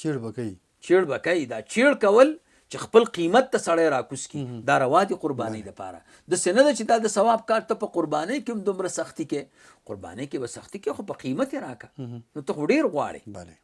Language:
Pashto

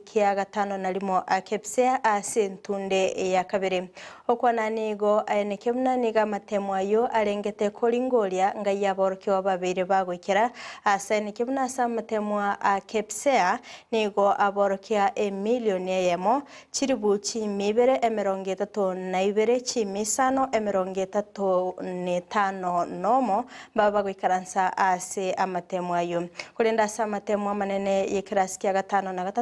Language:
Gusii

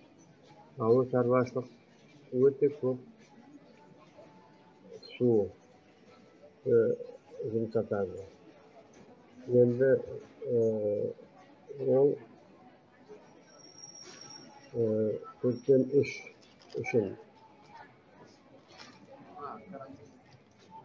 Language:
Kazakh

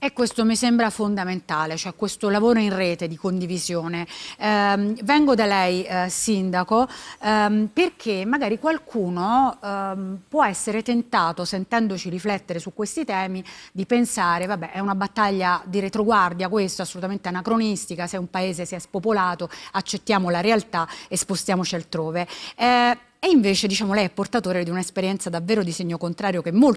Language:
Italian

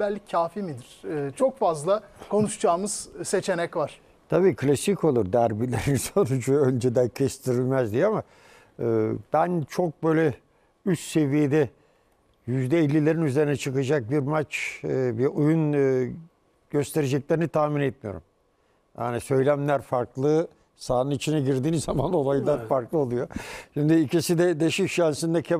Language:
Turkish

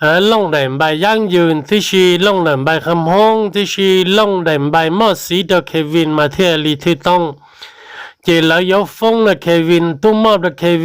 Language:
Hmong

